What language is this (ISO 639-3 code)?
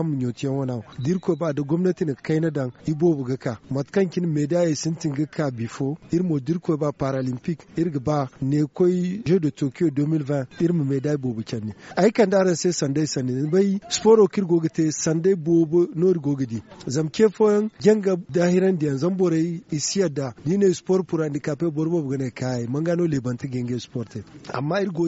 dje